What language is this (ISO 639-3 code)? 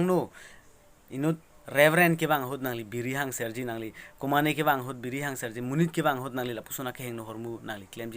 mjw